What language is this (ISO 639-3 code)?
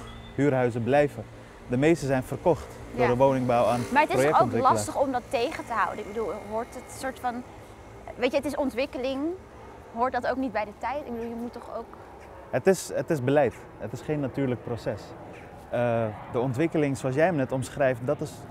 nld